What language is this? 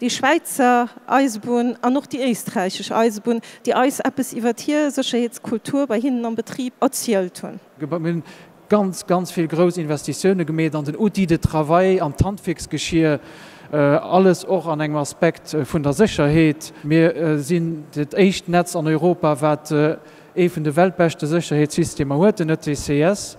Luxembourgish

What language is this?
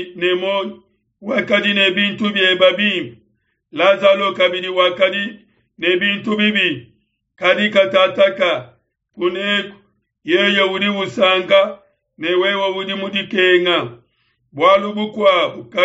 Luba-Lulua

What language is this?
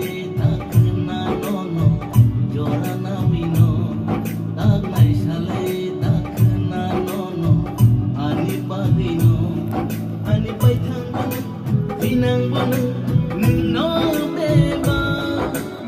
Kok Borok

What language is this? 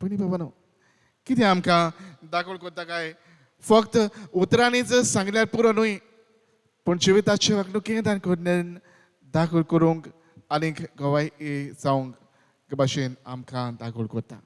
Konkani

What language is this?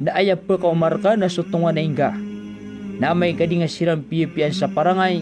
Maranao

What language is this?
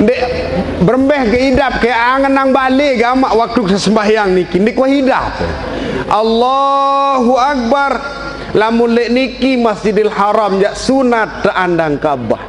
Sasak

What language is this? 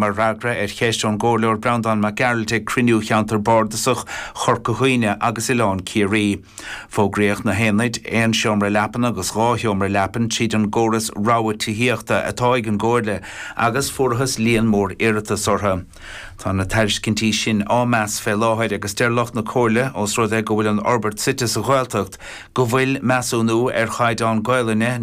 Irish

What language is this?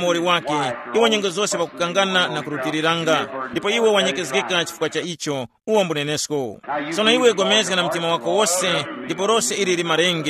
Tumbuka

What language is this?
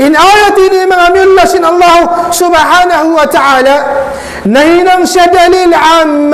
Tausug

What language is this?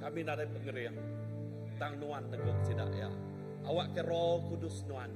Iban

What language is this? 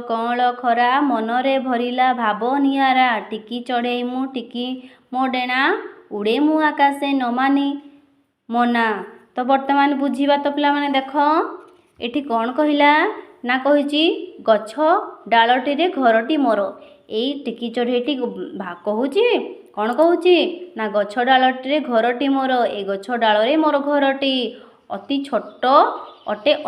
Odia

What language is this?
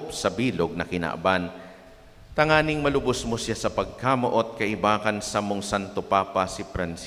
Bikol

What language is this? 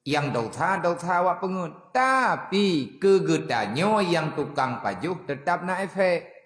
Achinese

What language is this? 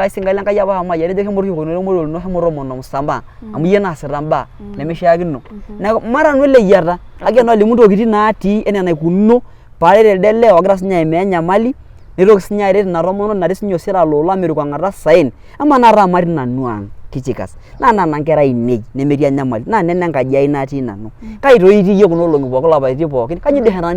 Masai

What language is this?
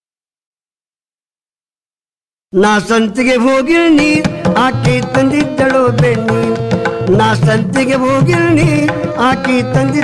Kannada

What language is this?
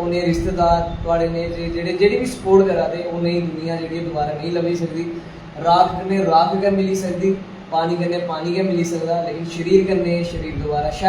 Dogri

